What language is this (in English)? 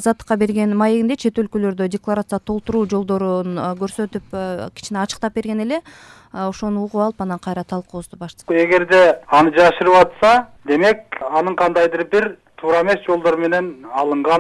Kyrgyz